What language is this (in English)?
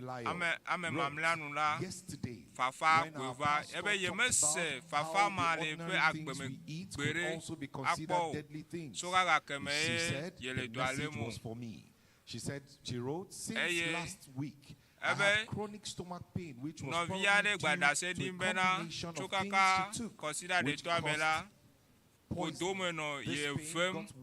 Ewe